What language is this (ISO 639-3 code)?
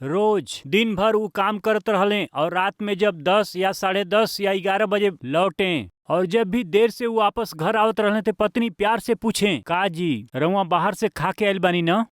bho